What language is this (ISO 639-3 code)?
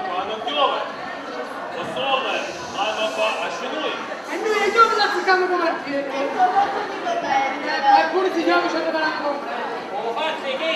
nap